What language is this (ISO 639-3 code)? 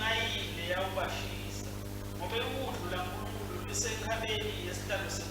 ssw